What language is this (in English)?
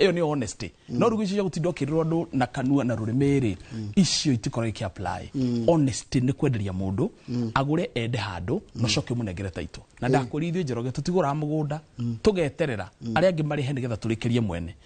Kikuyu